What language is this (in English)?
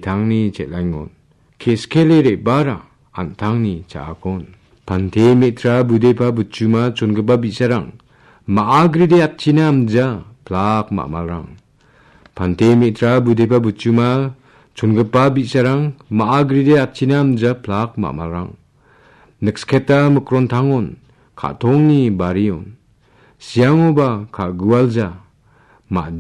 Garo